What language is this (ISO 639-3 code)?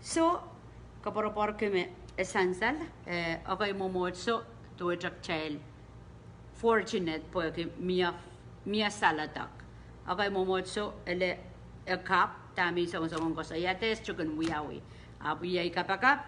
pon